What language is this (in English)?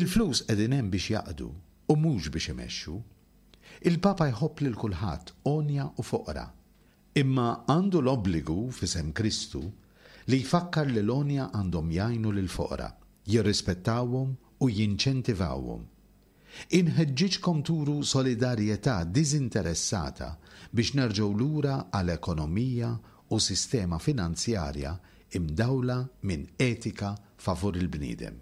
Maltese